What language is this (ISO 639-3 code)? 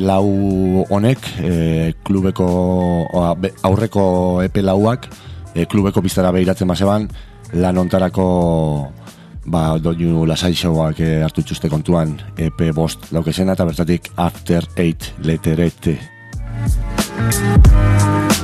eus